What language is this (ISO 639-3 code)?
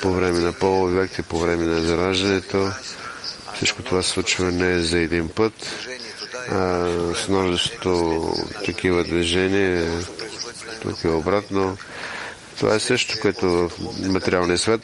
bul